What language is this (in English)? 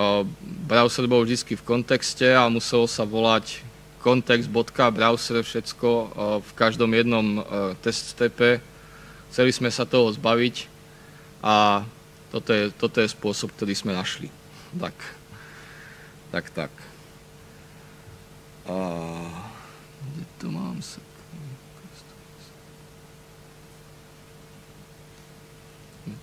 Slovak